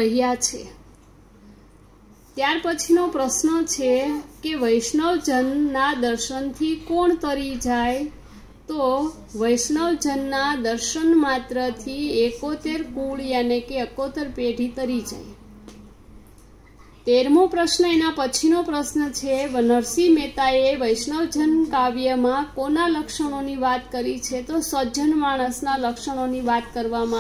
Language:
Gujarati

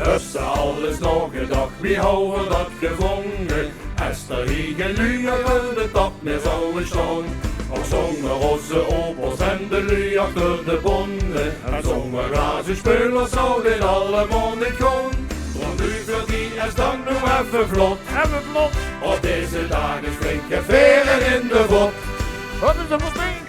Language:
Limburgish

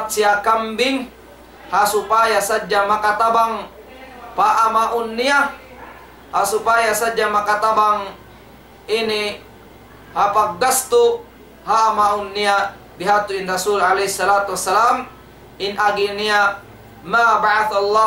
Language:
Tausug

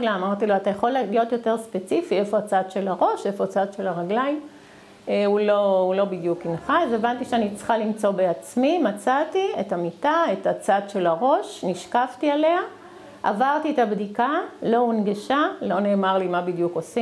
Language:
Hebrew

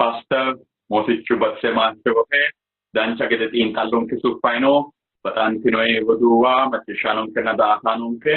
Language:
Sidamo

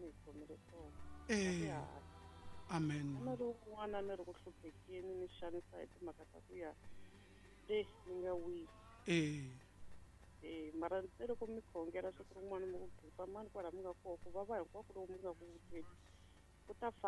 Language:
Tsonga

